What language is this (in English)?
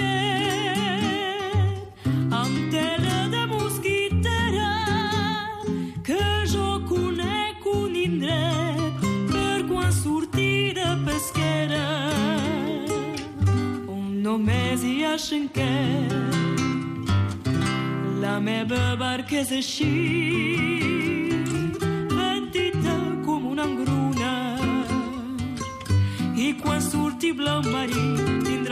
Catalan